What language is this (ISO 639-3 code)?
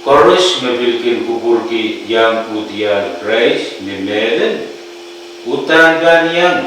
pon